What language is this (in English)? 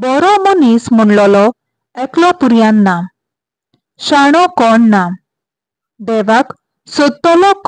Konkani